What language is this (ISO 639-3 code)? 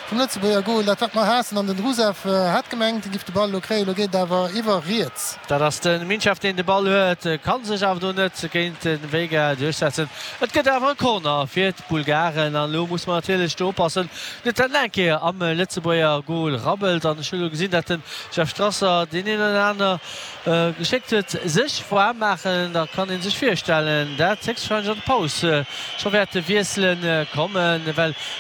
ltz